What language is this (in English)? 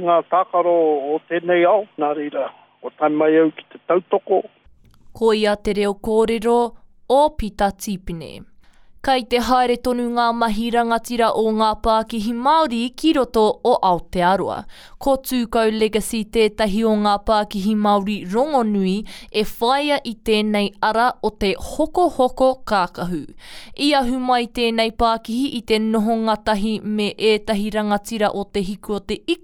Māori